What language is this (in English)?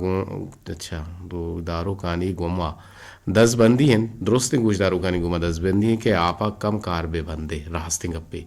Eastern Balochi